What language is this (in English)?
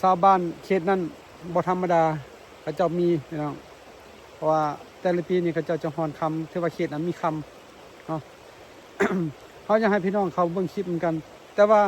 Lao